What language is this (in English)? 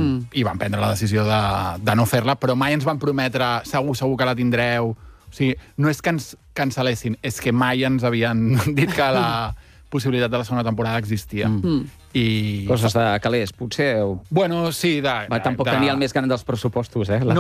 Catalan